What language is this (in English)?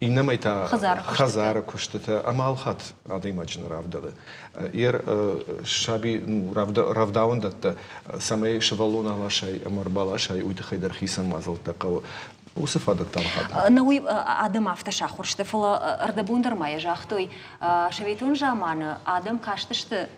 Ossetic